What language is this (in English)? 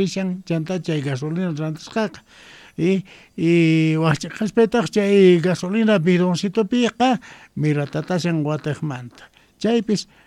Quechua